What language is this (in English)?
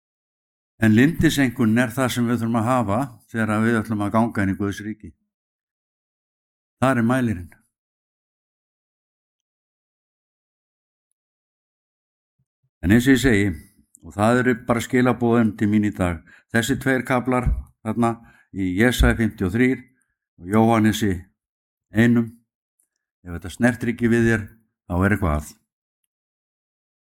Icelandic